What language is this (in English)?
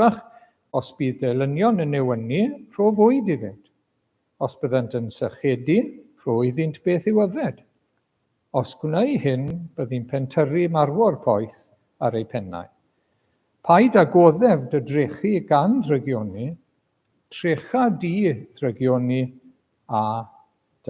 Welsh